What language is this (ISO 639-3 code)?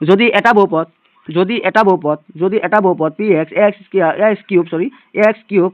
asm